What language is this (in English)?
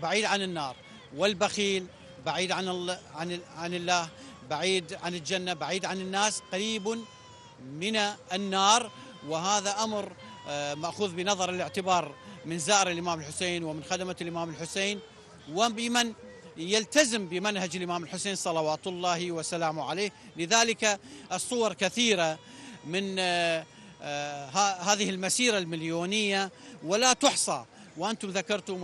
Arabic